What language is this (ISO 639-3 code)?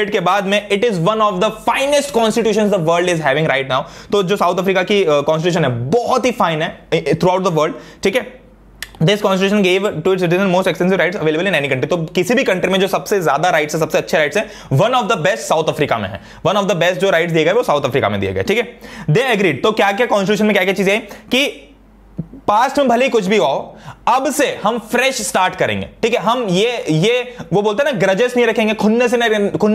hin